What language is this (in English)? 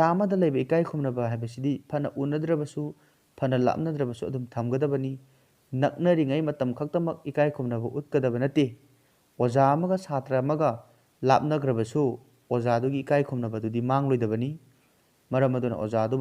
Manipuri